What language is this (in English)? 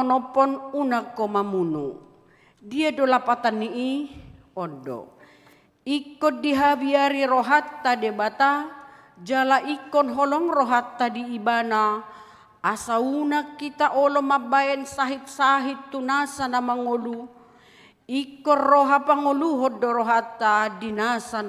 Batak Toba